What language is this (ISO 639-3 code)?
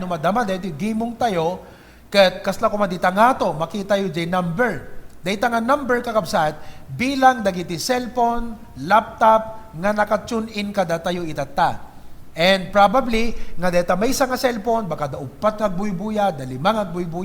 ilo